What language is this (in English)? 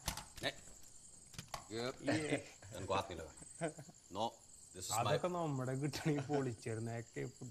Malayalam